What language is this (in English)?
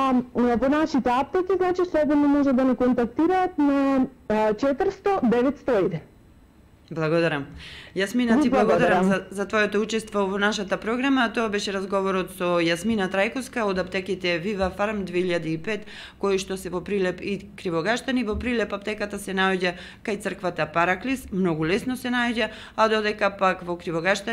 Macedonian